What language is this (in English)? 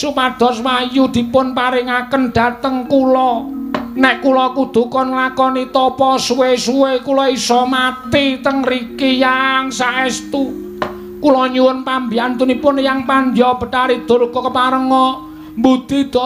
Javanese